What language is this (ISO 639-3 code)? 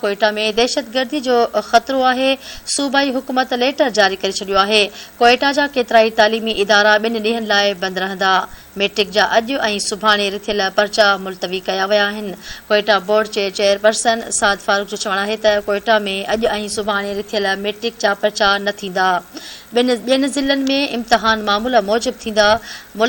snd